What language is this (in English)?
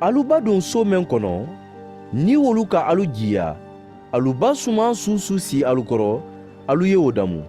Mandingo